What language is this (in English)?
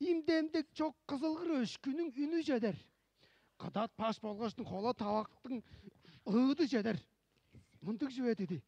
Tuvinian